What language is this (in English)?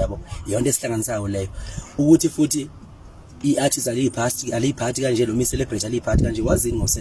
Zulu